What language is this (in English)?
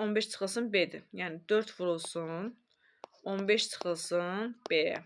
Azerbaijani